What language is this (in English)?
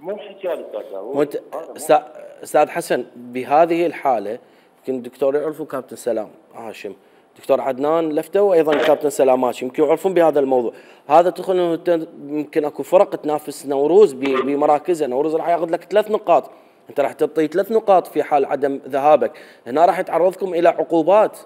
Mesopotamian Arabic